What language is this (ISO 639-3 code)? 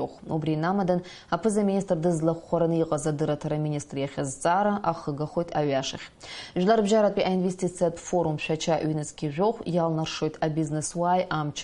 abk